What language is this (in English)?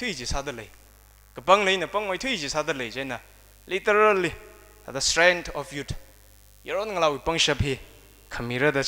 Tangkhul Naga (India)